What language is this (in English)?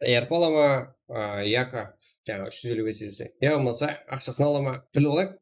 Kara-Kalpak